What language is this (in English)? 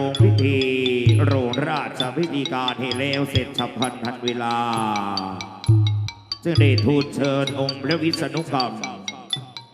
Thai